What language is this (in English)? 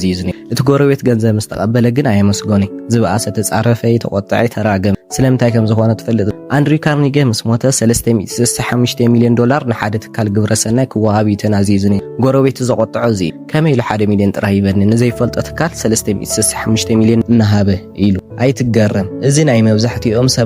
Tigrinya